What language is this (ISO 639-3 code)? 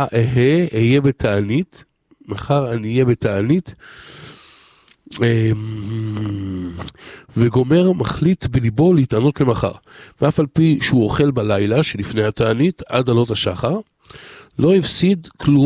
heb